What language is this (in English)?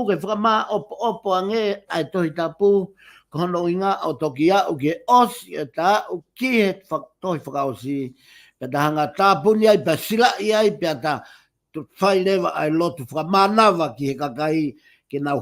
Tongan